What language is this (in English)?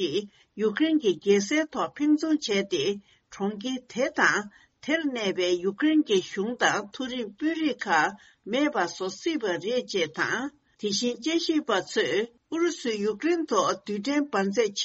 Tibetan